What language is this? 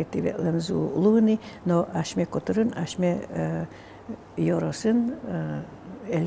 Udmurt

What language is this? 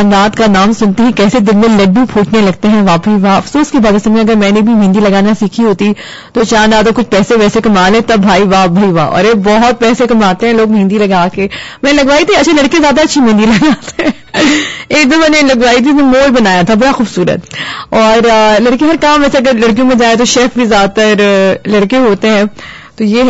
Urdu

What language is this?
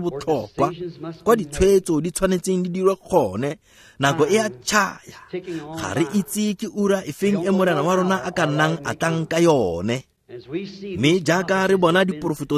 Tswana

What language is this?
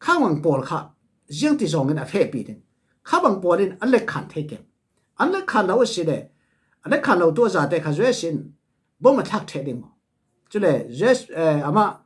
Falam Chin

